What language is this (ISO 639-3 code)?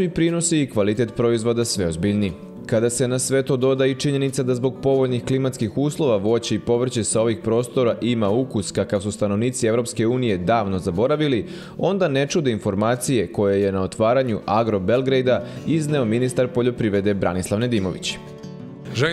srp